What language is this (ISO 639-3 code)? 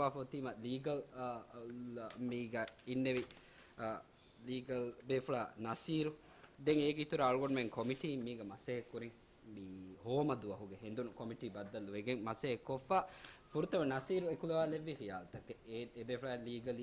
div